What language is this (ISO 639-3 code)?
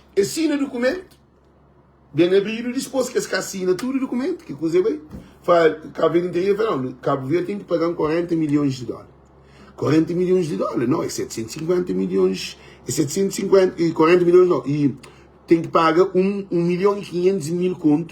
kea